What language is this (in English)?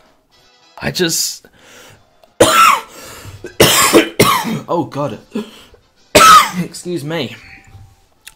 English